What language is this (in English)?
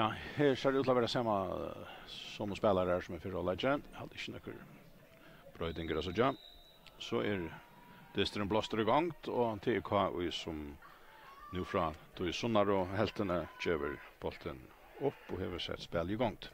Faroese